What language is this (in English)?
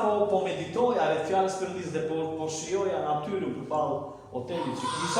Albanian